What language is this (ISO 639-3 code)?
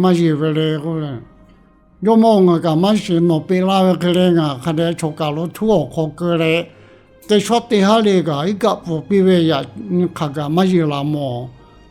lhu